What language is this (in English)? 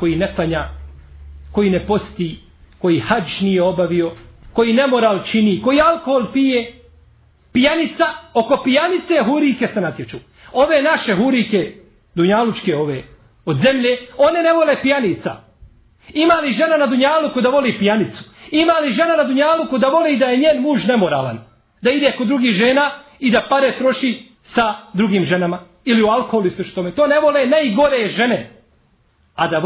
Bosnian